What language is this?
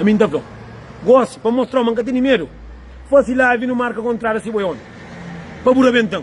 Kabuverdianu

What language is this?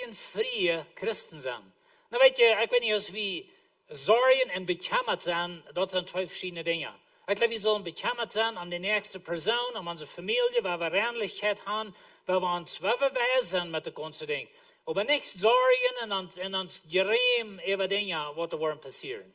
Plautdietsch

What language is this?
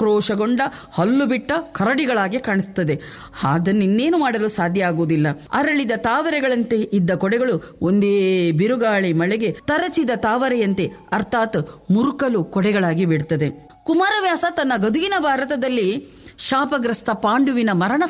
Kannada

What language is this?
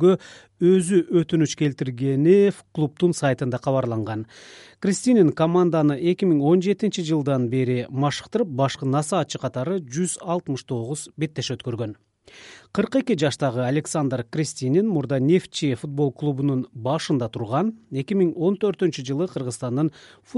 Kyrgyz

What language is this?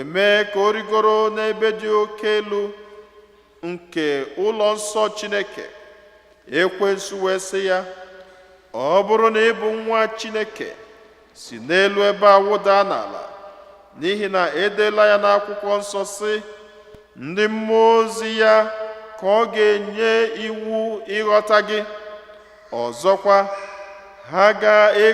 Igbo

